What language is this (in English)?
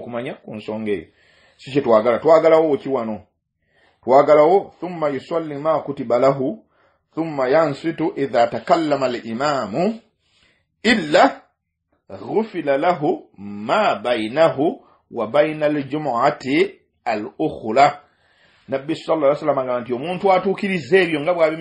Ganda